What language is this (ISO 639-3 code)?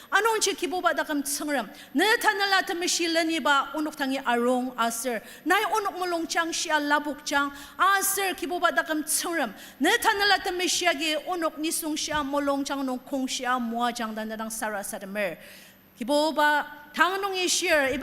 njo